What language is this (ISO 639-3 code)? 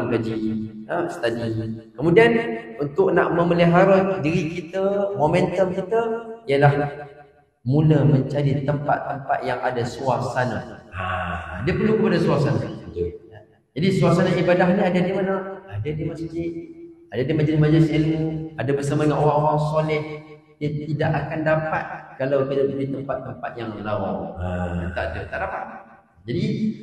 msa